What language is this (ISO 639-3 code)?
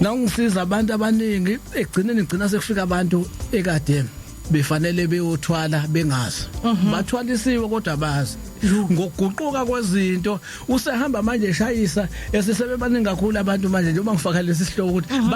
zul